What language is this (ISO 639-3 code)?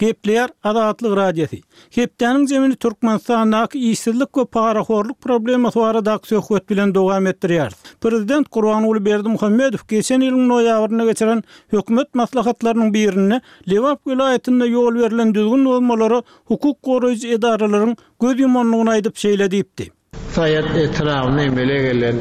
tuk